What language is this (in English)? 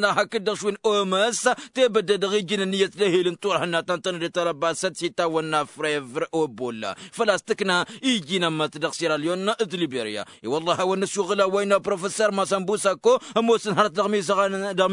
Tamasheq